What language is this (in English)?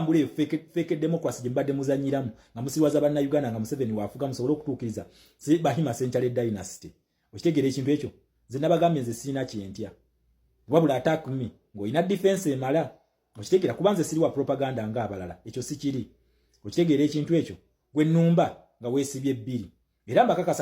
Ganda